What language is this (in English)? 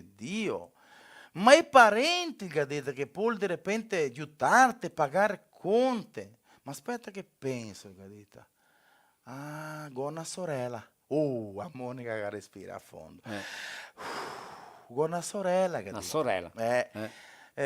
Venetian